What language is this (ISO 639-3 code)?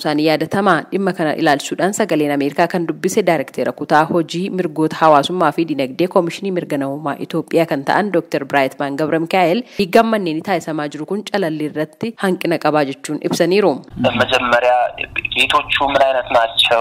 orm